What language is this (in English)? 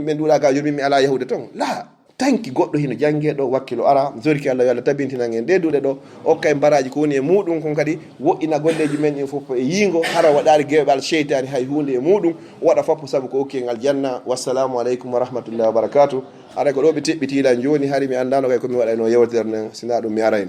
Fula